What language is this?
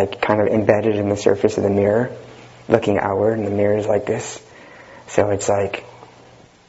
English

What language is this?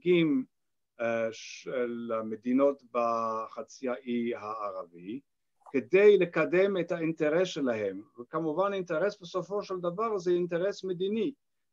Hebrew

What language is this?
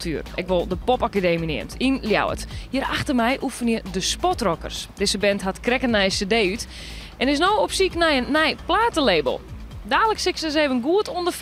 Western Frisian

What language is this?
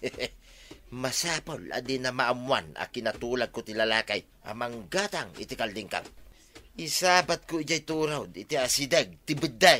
Iloko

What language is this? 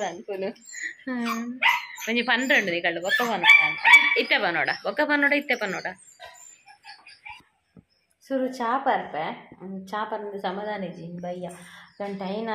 Tulu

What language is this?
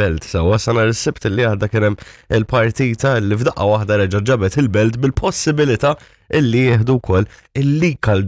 Maltese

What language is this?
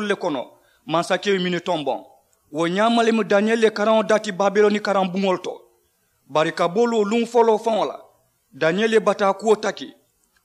Mandingo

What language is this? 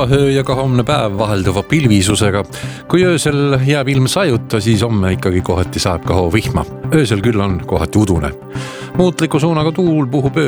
Estonian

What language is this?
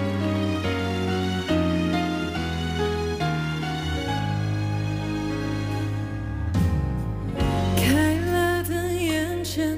Chinese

